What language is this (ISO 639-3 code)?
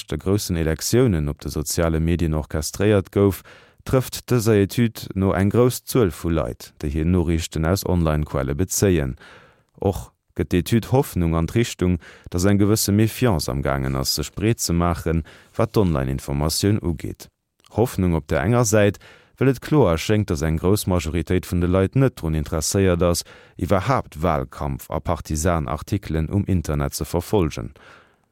ltz